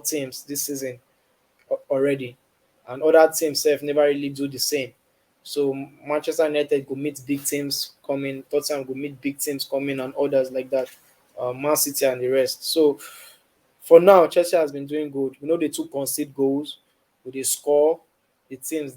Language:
Nigerian Pidgin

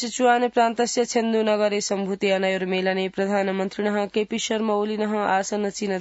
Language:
Sanskrit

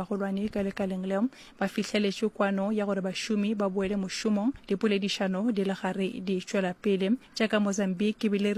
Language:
Northern Sotho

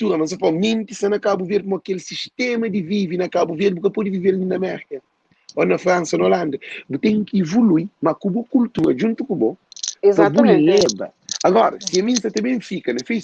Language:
Kabuverdianu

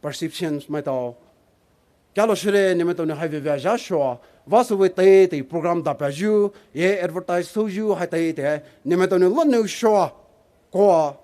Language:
Poumei Naga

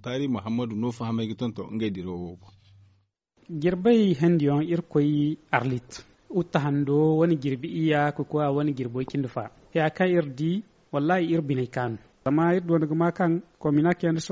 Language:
Zarma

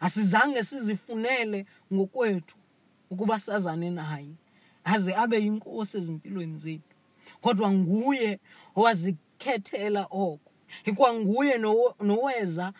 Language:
Xhosa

